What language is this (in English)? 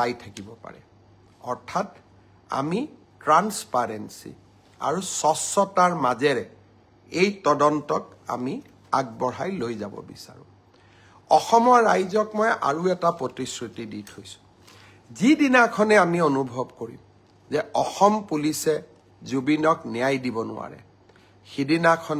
Assamese